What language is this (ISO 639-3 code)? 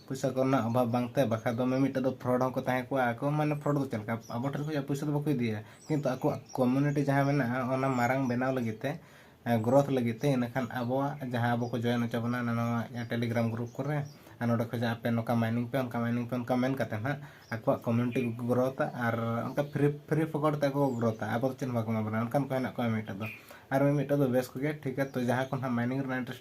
sat